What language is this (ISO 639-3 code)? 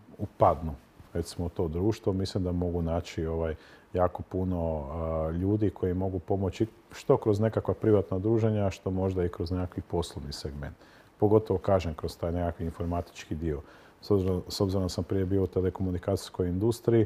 hrv